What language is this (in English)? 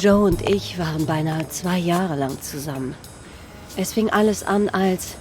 Swiss German